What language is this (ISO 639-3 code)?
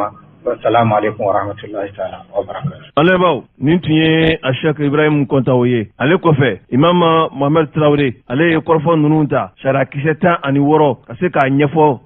bam